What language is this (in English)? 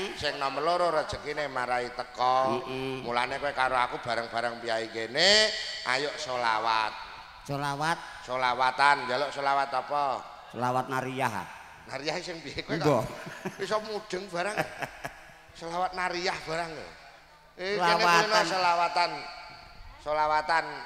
Javanese